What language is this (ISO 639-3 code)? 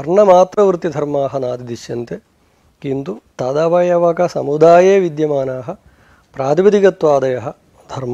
san